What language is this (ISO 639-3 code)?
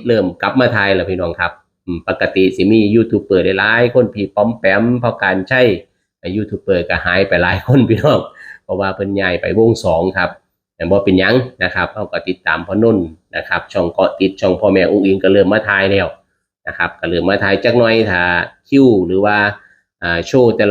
tts